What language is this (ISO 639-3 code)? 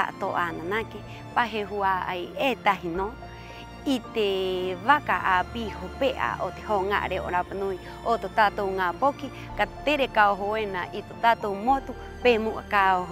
rap